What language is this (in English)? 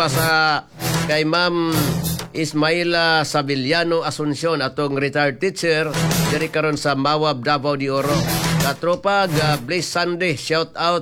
Cebuano